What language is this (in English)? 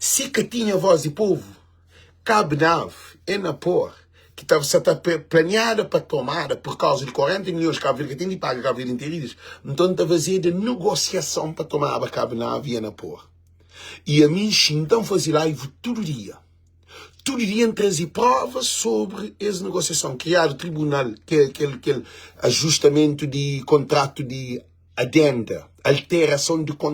Kabuverdianu